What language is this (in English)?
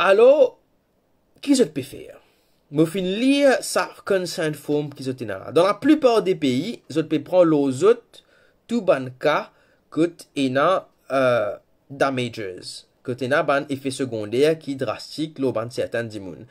Morisyen